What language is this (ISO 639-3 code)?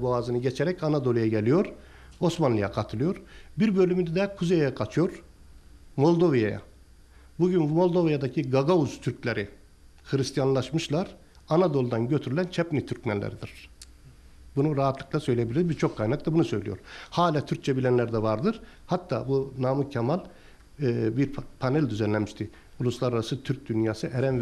tur